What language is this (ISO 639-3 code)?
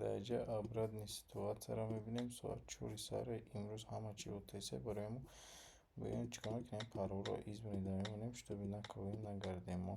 tgk